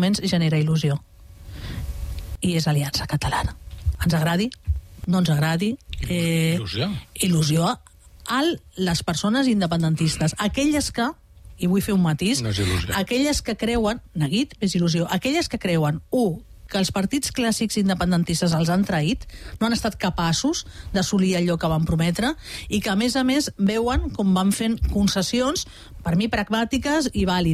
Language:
Catalan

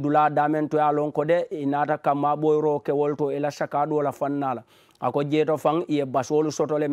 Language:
Mandingo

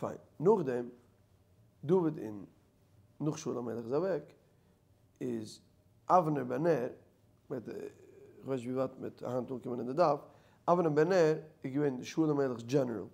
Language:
Yiddish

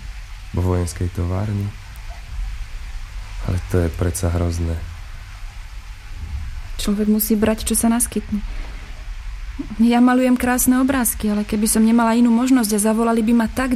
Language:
Slovak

